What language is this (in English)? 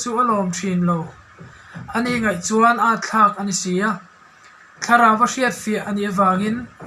Mizo